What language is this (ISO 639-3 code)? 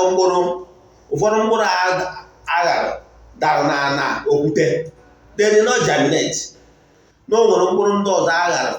ibo